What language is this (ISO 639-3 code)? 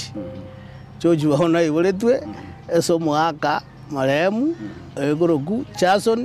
guz